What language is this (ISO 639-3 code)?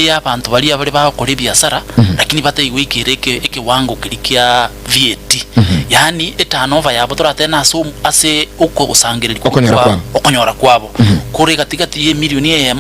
guz